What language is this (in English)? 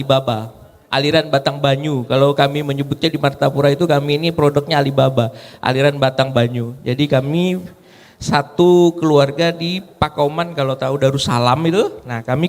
Banjar